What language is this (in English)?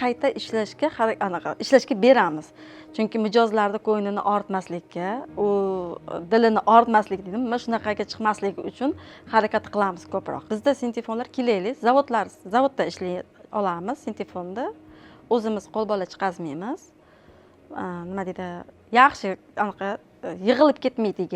Uzbek